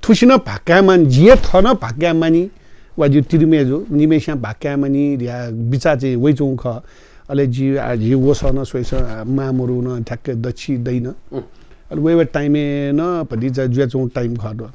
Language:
Newari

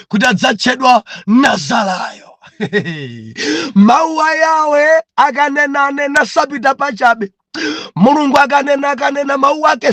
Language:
Nyanja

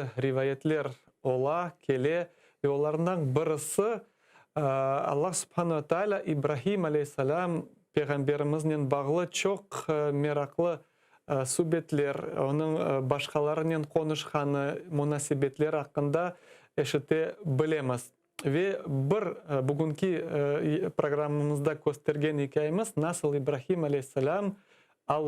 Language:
Crimean Tatar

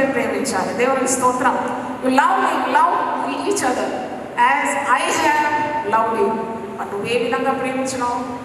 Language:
Telugu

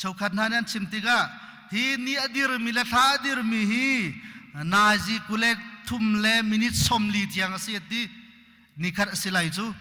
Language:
Hakha Chin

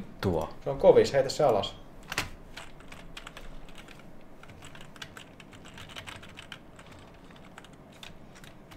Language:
Finnish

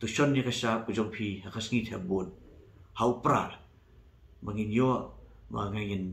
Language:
Khasi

